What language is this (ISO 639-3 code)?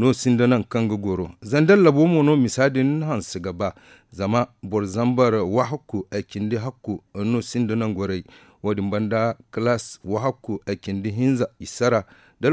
dje